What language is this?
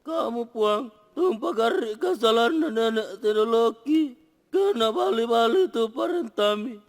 Toraja-Sa'dan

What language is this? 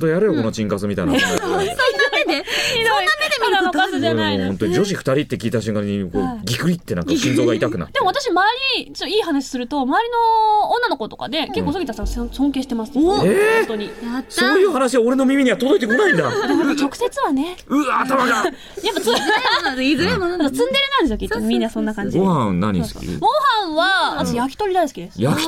Japanese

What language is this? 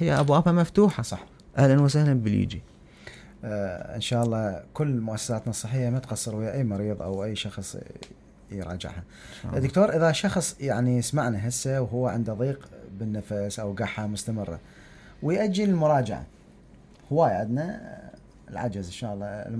Mesopotamian Arabic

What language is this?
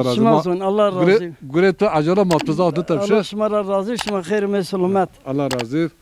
Zaza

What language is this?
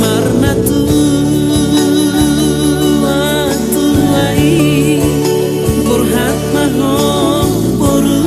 Batak Toba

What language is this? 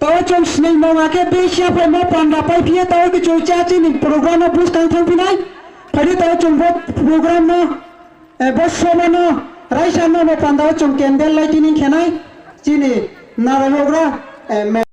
Kok Borok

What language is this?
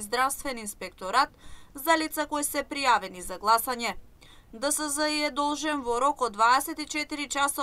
Macedonian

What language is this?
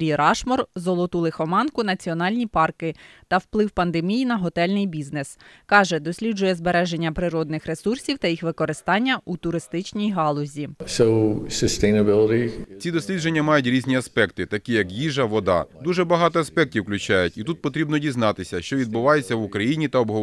Ukrainian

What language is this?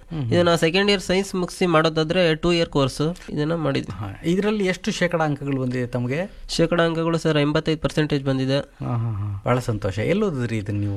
Kannada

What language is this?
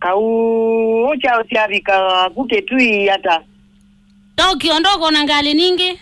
Kamba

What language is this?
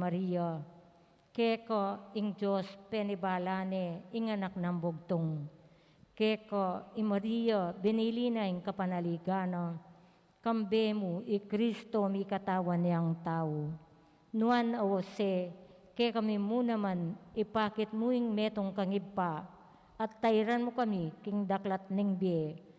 Pampanga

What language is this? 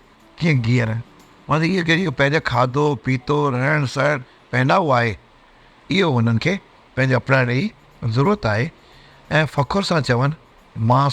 Sindhi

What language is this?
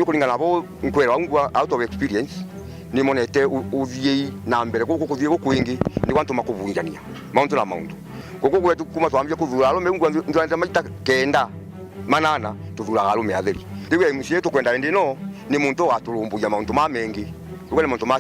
Meru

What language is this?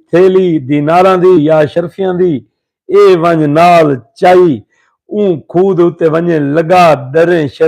Saraiki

